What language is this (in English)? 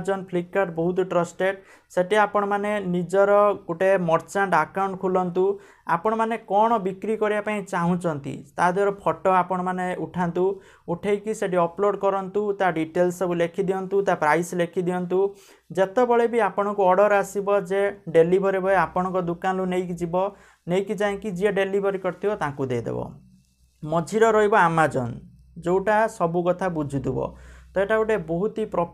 Odia